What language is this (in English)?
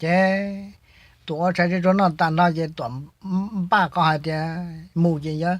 Hmong